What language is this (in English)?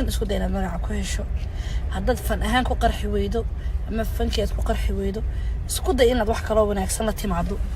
Somali